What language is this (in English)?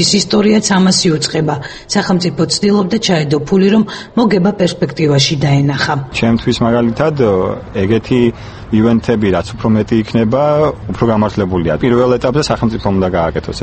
Georgian